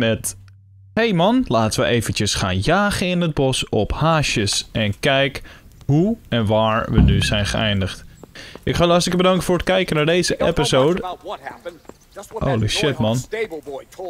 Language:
Dutch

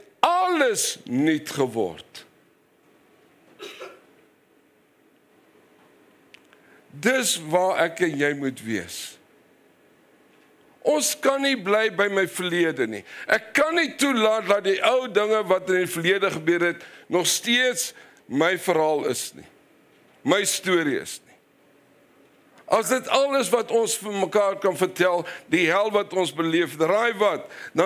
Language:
Afrikaans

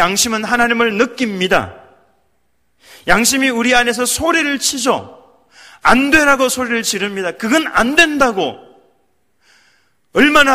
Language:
Korean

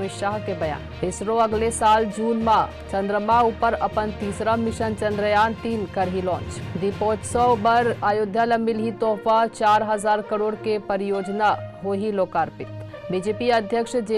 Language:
Chhattisgarhi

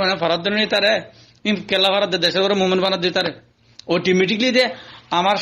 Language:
Rohingya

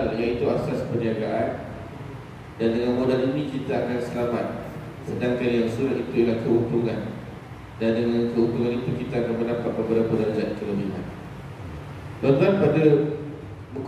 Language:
Malay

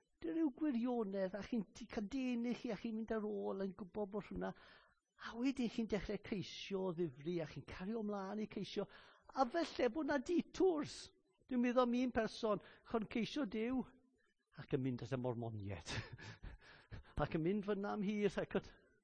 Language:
Welsh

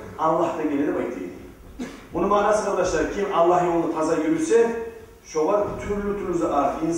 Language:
Kumyk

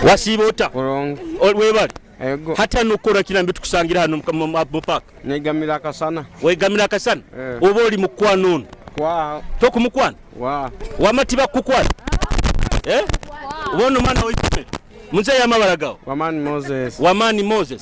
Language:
Nyoro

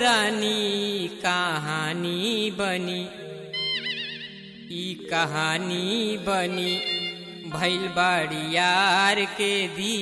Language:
Bhojpuri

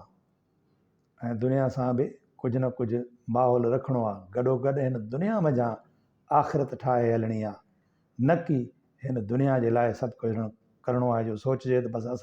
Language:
Sindhi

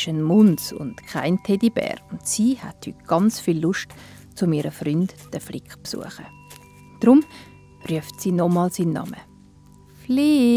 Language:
Swiss German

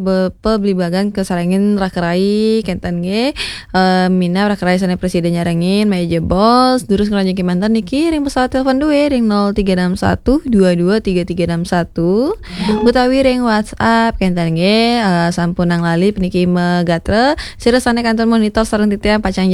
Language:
Balinese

